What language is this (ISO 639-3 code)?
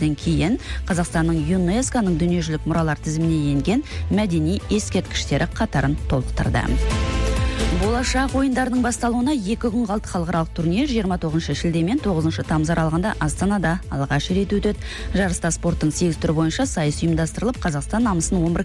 kaz